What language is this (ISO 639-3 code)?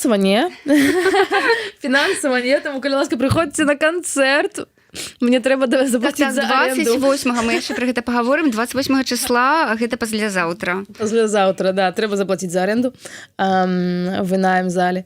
bel